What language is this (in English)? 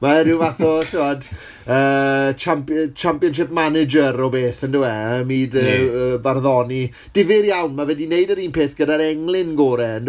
Welsh